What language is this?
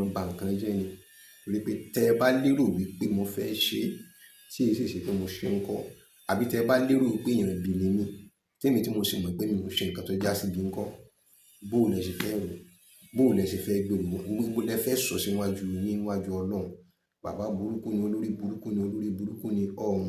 Yoruba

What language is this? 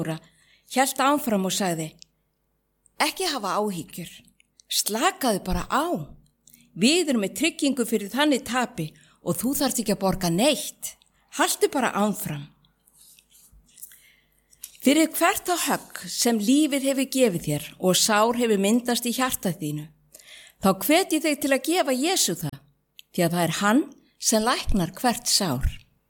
Icelandic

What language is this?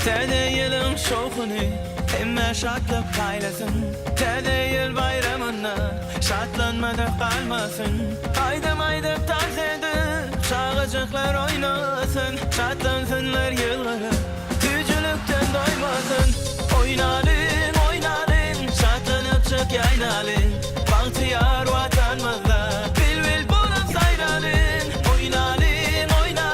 Turkmen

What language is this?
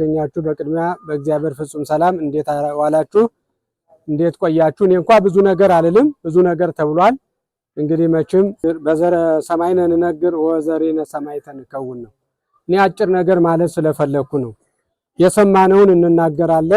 Amharic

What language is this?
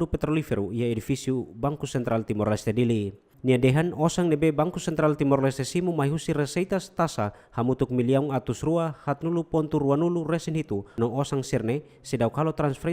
Tetum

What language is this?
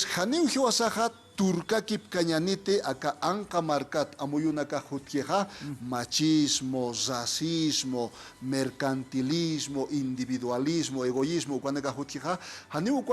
Aymara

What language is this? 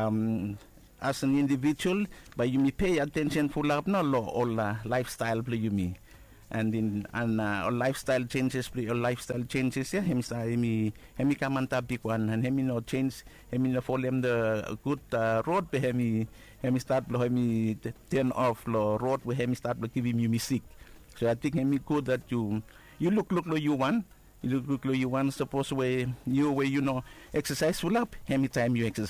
Bislama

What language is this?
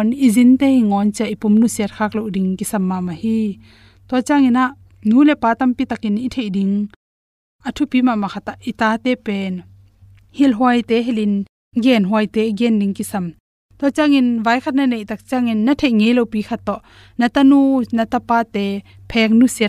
Tedim Chin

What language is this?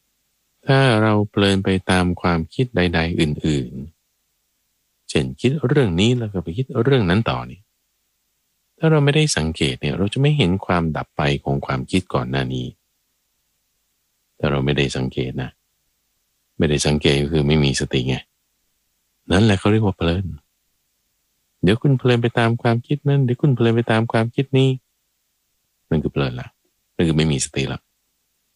Thai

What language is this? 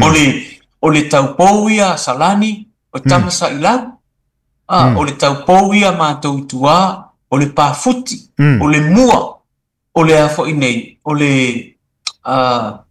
Samoan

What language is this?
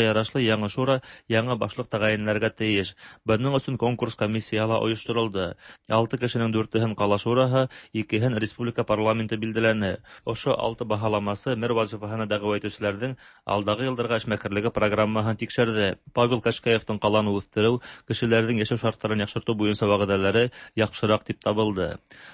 Tatar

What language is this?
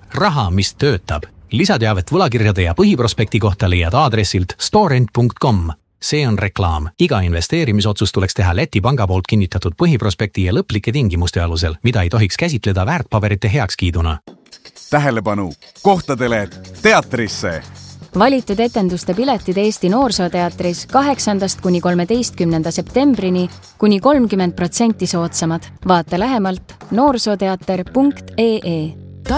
Estonian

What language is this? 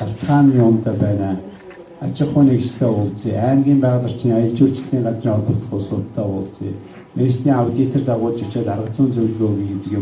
Mongolian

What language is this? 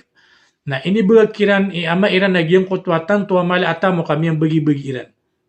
Maranao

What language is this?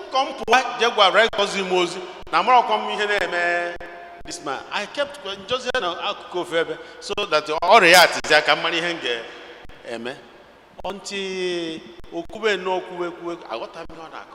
Igbo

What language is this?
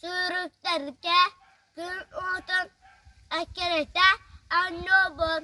Yakut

